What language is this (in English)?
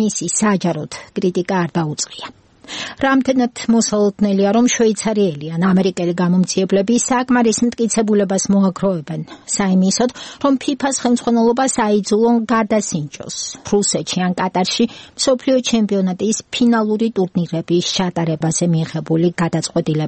Georgian